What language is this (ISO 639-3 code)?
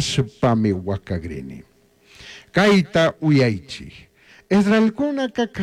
qug